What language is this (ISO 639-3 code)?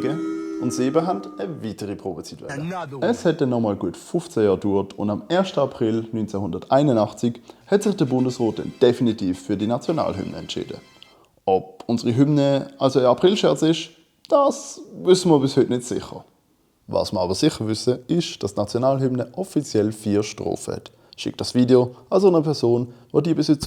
gsw